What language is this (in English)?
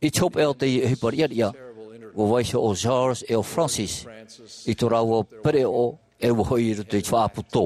Tahitian